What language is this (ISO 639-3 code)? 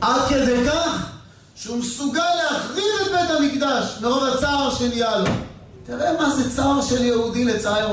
heb